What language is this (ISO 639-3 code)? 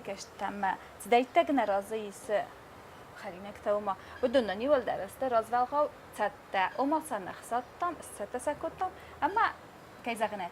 oss